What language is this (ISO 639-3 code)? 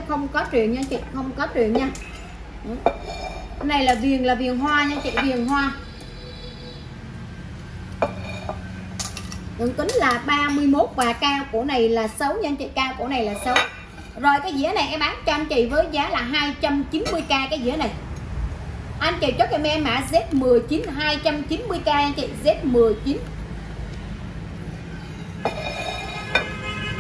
vie